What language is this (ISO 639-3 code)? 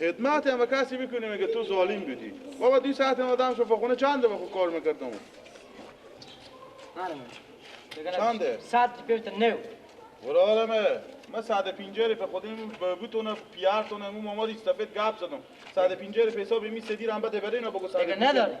fas